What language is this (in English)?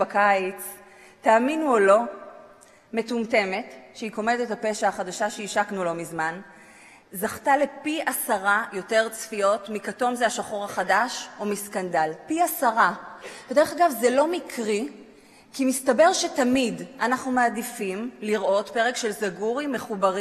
Hebrew